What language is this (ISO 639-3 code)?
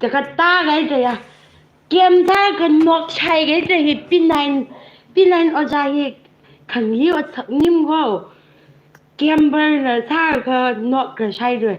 nmf